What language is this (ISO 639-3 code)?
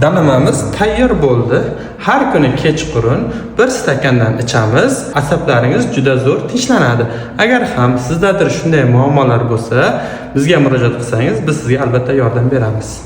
uzb